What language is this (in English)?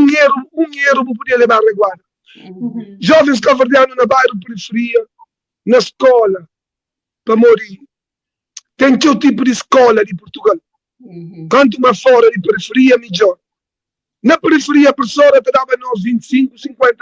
Kabuverdianu